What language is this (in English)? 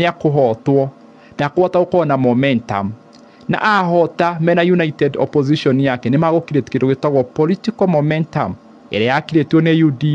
Kikuyu